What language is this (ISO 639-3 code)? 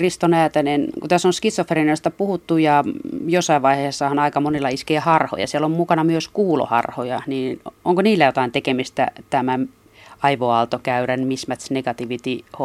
fin